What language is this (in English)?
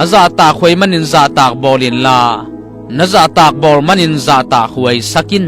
Tedim Chin